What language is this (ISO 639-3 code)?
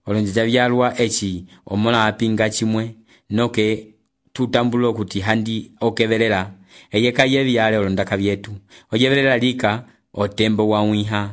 umb